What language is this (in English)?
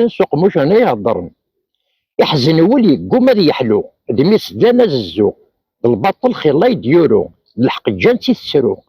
Kabyle